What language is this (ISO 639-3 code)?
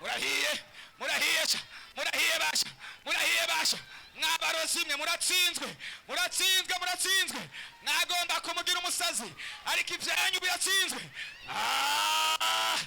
run